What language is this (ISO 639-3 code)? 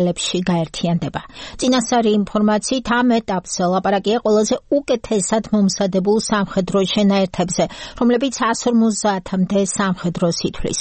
kat